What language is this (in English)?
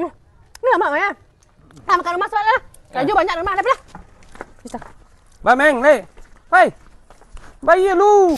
Minangkabau